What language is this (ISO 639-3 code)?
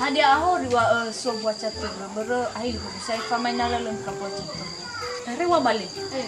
nia